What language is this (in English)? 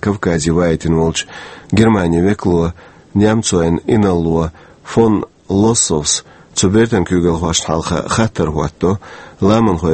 Chechen